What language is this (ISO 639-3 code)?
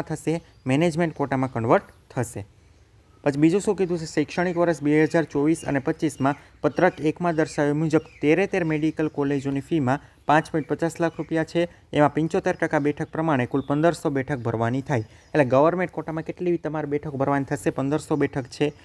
guj